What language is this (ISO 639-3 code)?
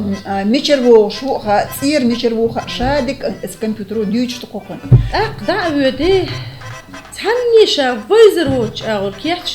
che